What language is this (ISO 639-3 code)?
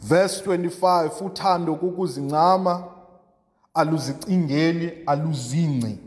xho